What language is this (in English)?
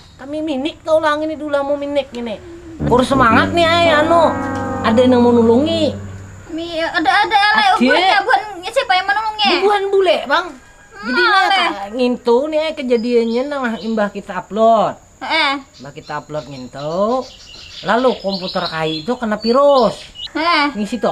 Banjar